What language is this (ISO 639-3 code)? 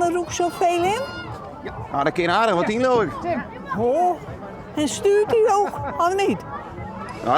fry